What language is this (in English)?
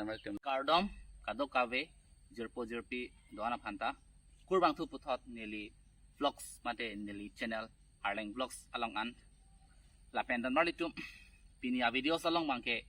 Karbi